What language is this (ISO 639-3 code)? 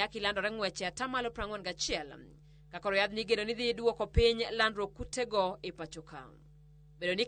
luo